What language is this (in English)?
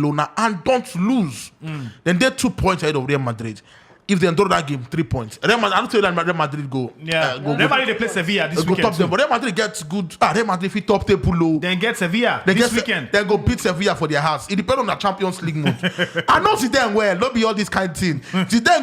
Nigerian Pidgin